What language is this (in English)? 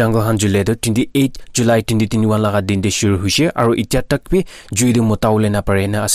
Naga Pidgin